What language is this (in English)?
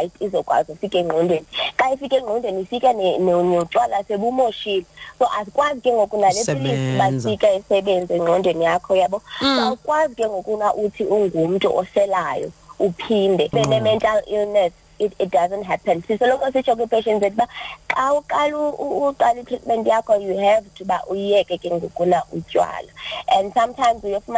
Xhosa